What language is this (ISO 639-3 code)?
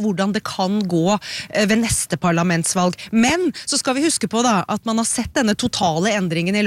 nor